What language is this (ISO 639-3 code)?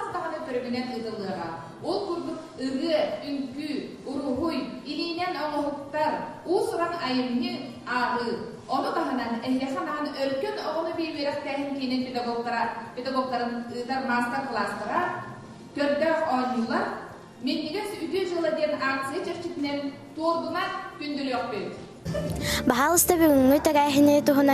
sah